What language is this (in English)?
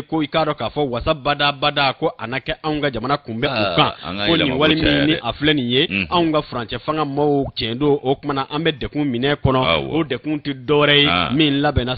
Bambara